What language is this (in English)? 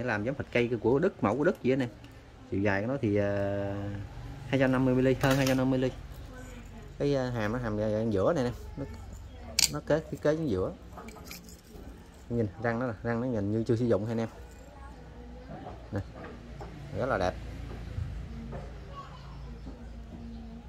Vietnamese